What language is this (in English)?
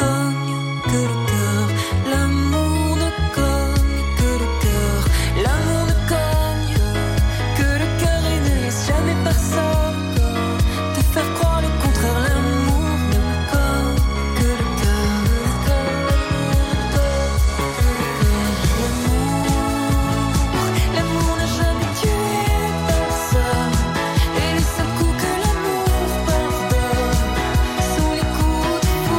French